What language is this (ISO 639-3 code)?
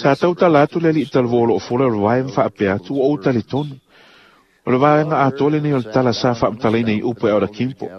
smo